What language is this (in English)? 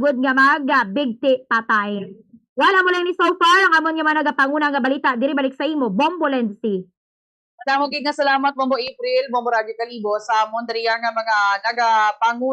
Hiligaynon